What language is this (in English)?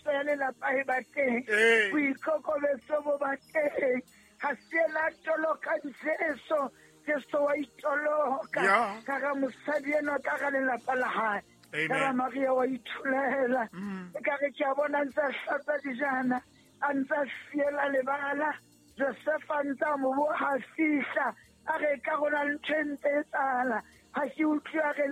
Southern Sotho